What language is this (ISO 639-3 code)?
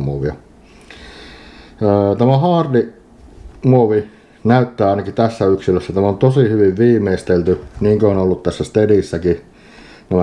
fin